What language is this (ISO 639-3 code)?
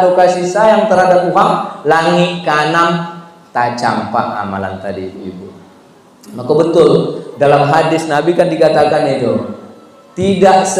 min